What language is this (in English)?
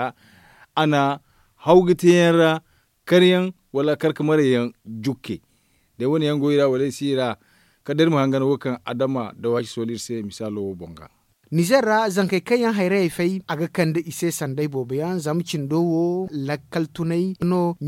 Zarma